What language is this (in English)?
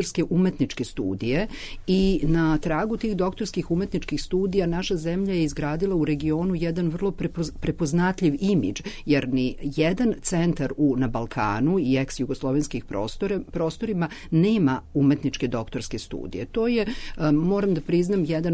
Serbian